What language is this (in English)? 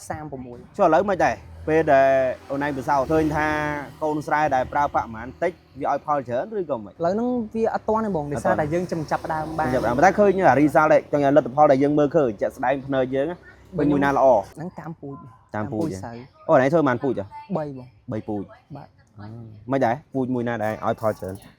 Khmer